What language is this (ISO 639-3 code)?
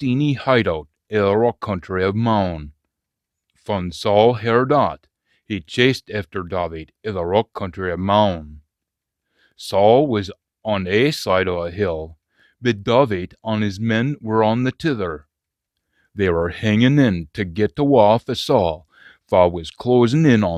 sco